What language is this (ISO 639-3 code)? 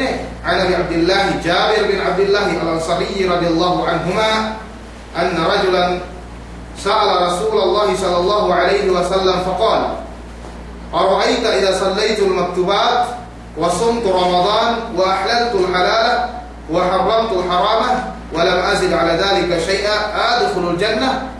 yka